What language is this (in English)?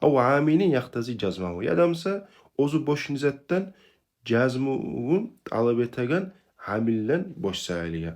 Kumyk